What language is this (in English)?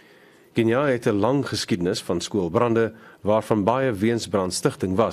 Afrikaans